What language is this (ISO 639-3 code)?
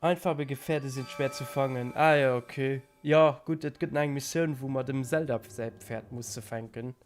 ltz